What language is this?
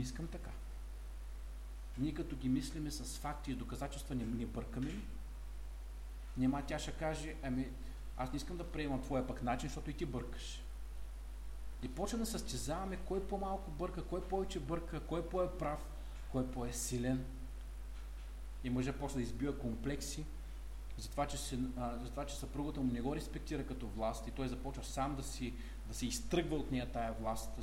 Bulgarian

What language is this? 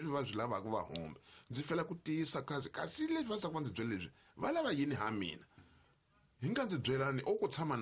Tsonga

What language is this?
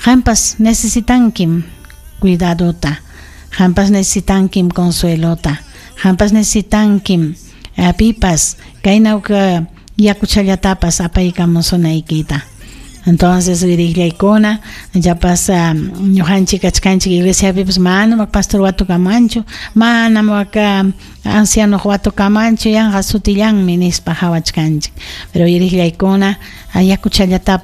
Ayacucho Quechua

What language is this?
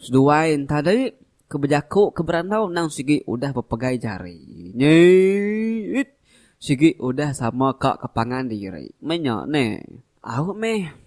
Iban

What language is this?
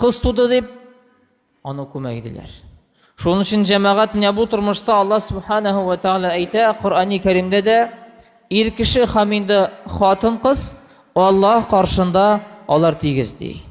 Tatar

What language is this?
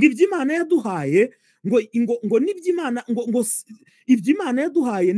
Kinyarwanda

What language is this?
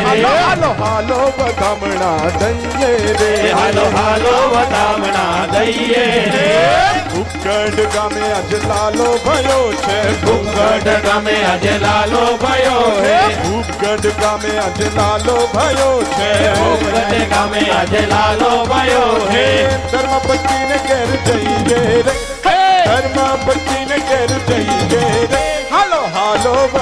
Gujarati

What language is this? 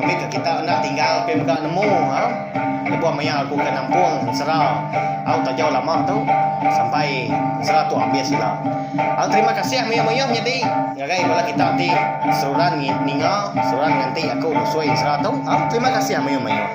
Iban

